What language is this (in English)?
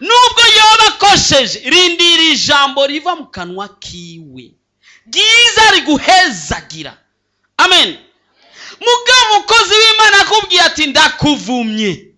Rundi